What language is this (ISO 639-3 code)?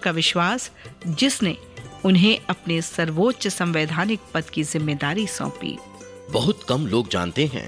hin